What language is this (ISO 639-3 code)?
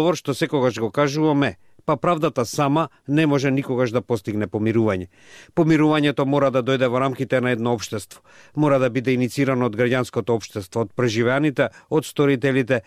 mkd